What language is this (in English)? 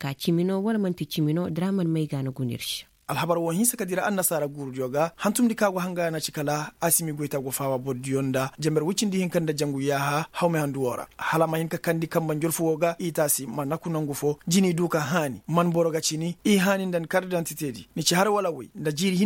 Koyraboro Senni